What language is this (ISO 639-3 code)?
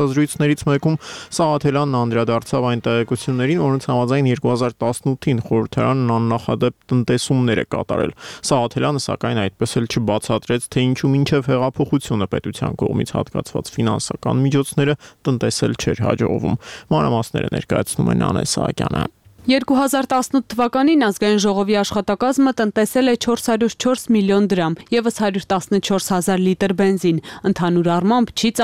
hye